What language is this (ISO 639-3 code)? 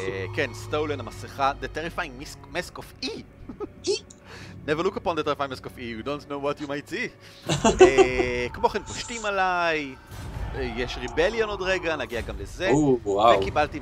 heb